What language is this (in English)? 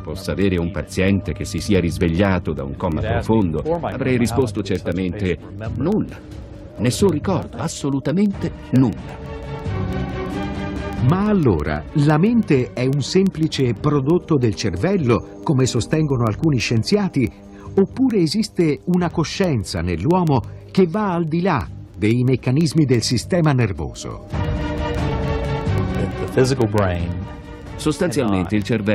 Italian